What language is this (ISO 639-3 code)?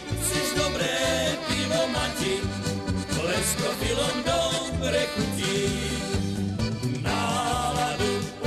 slk